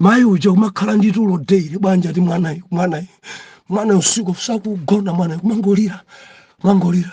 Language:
Nyanja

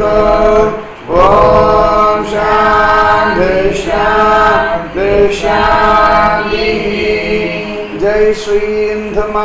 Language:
Tamil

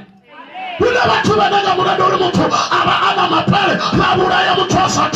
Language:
Venda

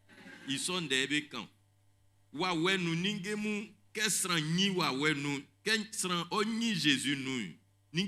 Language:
Baoulé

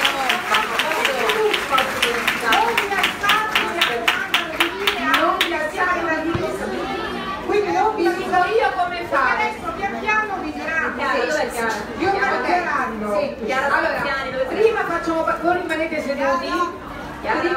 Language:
Italian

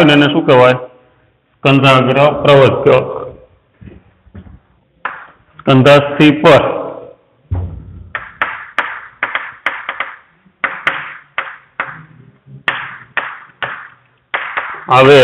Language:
Gujarati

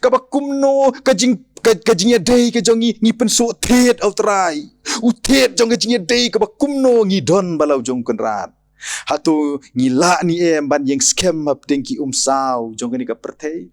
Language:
Khasi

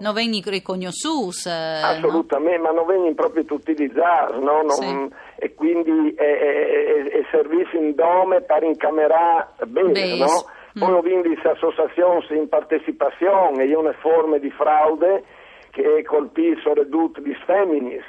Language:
Friulian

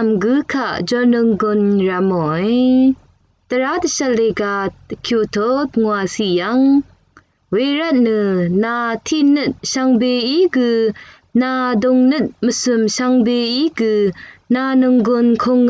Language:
Rawang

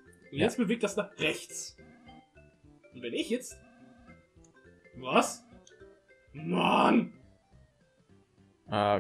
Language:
German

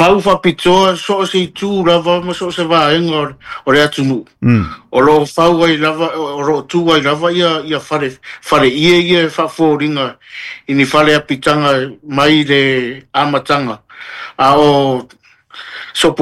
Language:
Samoan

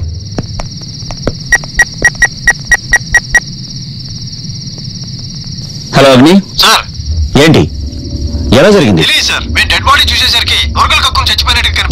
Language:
Telugu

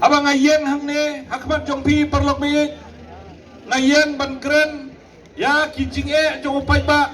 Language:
Khasi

